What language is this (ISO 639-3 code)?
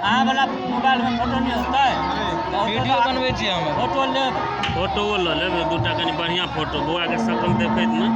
mai